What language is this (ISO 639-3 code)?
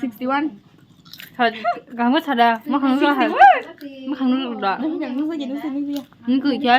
trp